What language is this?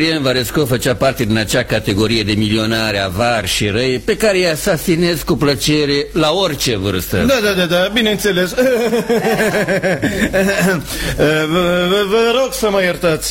Romanian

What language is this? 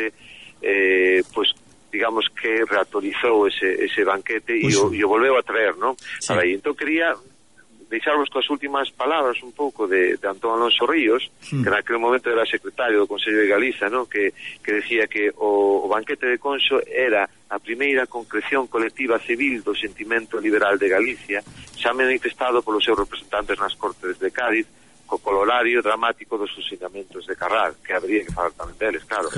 Galician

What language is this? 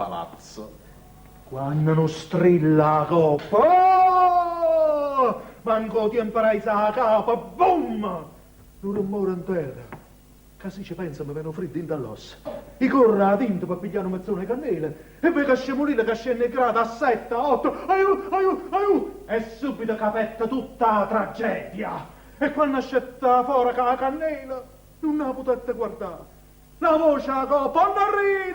Neapolitan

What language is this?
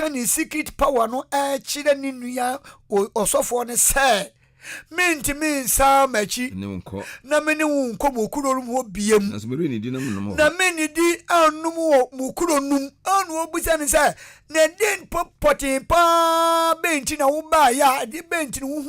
Akan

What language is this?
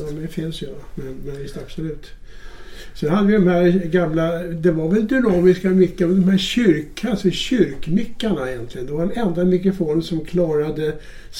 Swedish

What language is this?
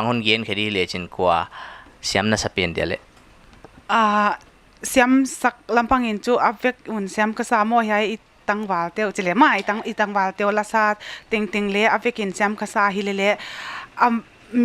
Paite Chin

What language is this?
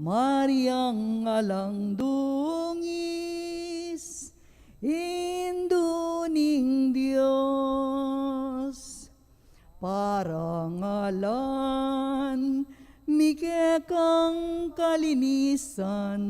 Pampanga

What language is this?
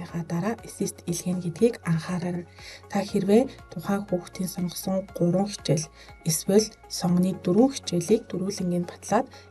Mongolian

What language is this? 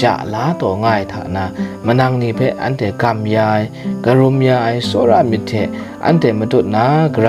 Kachin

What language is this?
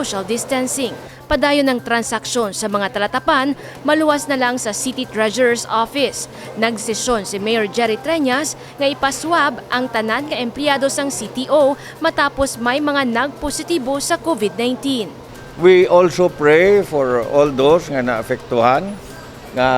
Hiligaynon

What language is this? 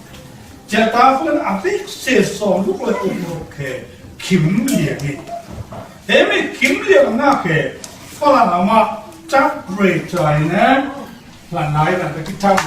Falam Chin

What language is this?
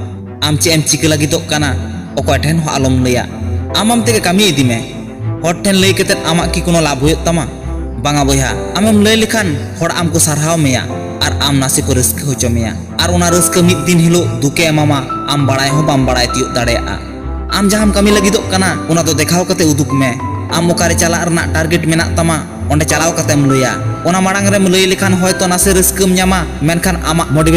Santali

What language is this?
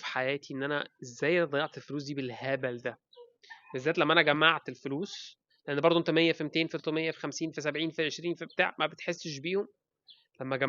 Egyptian Arabic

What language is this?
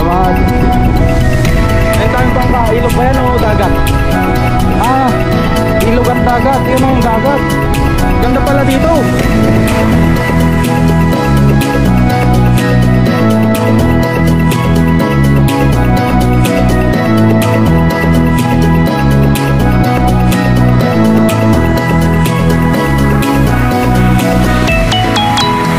Filipino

